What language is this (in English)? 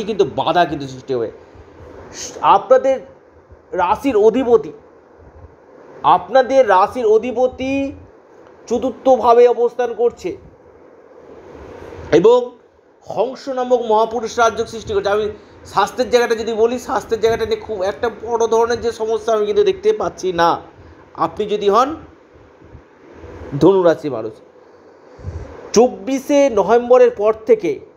Bangla